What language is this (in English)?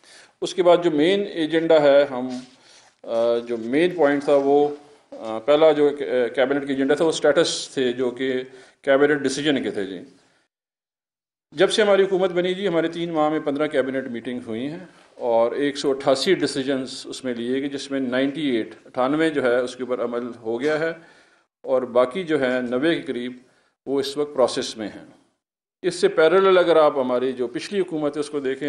Urdu